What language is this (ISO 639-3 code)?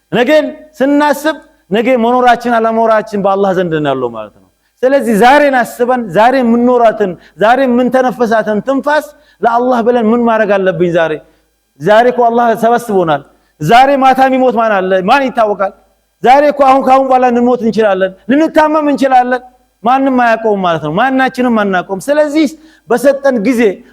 amh